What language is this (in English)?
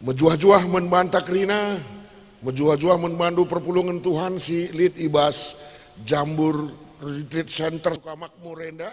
Batak Karo